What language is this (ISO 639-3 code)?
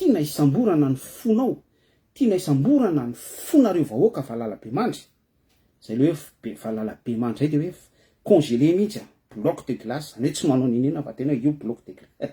mlg